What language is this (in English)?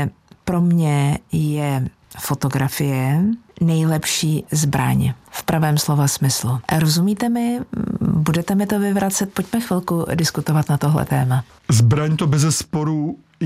Czech